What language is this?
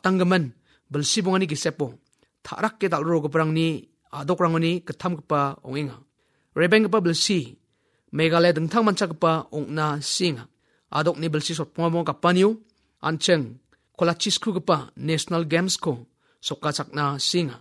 Garo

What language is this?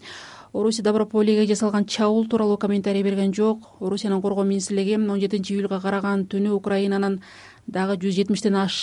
Kyrgyz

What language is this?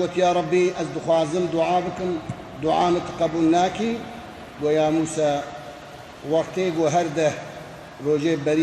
Kurdish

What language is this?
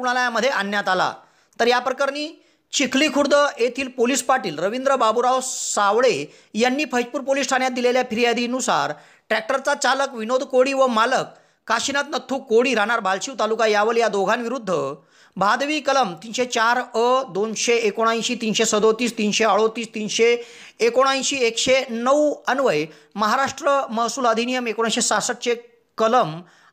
Marathi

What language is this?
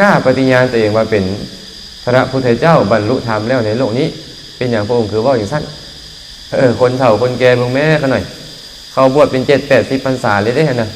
Lao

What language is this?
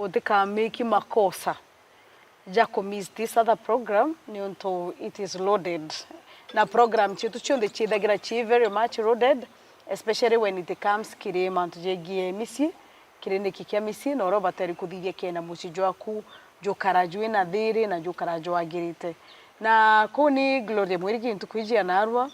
Meru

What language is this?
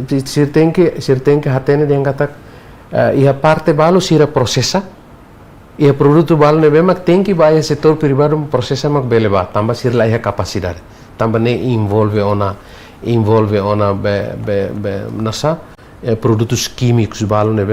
Tetum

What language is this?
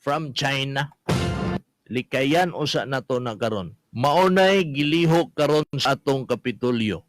Cebuano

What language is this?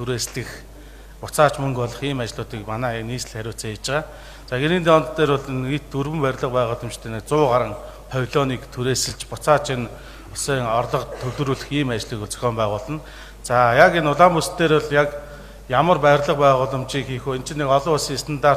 Mongolian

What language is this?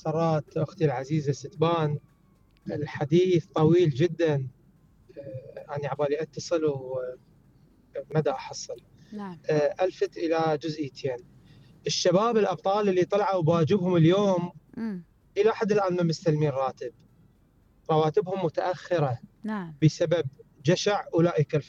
Mesopotamian Arabic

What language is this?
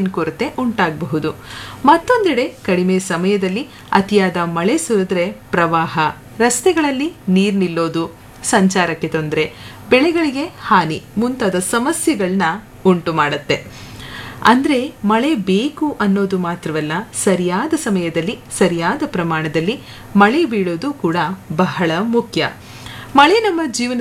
Kannada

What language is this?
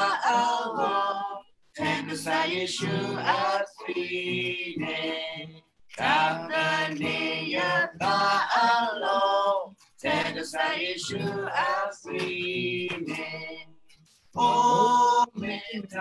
S'gaw Karen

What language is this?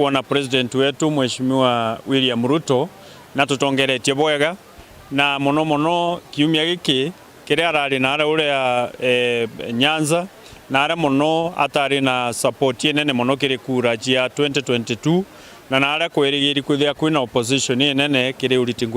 Meru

